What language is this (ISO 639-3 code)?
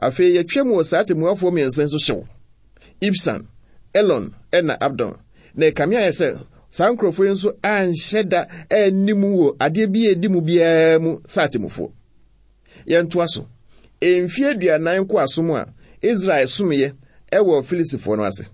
aka